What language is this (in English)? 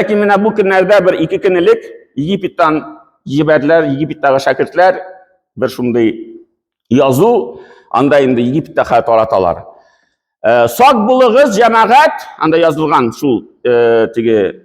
Tatar